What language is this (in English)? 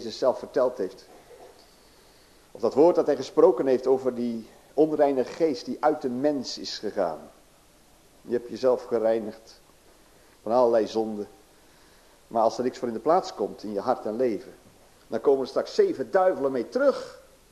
Dutch